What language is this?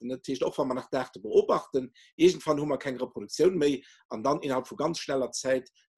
Luxembourgish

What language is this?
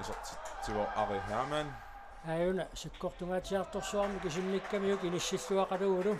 Kalaallisut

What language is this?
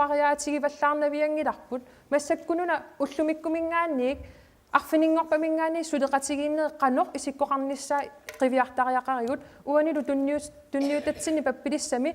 Kalaallisut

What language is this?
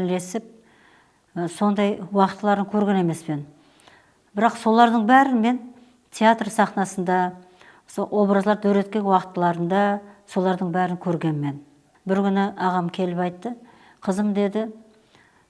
Kara-Kalpak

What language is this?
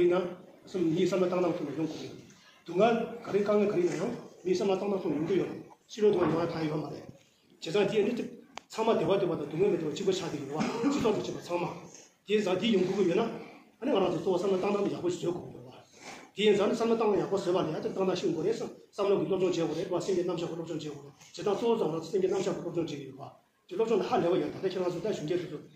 Tibetan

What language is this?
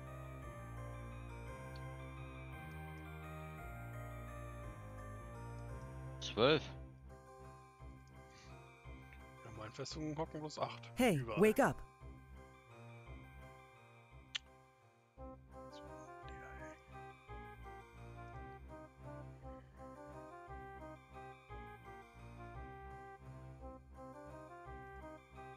German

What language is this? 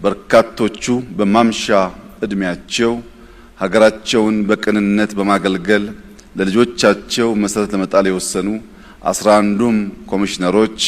Amharic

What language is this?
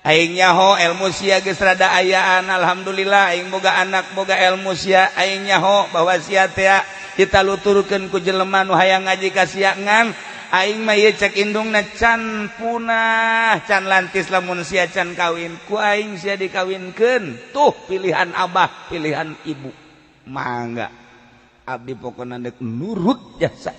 Sundanese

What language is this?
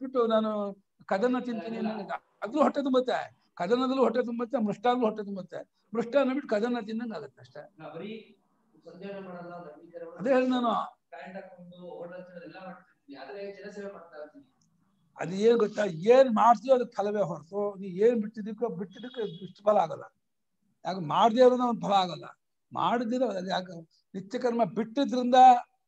Kannada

